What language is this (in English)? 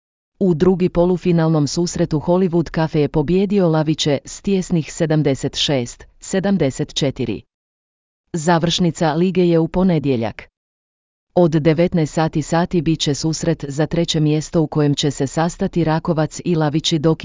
Croatian